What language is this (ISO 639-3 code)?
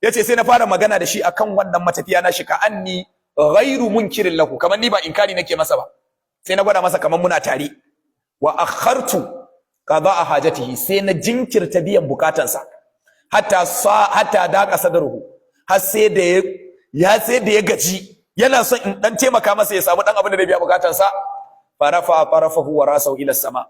hau